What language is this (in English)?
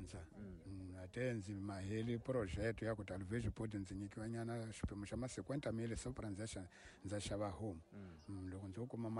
Tsonga